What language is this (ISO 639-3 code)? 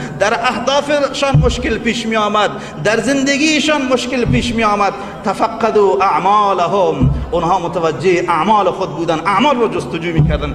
fas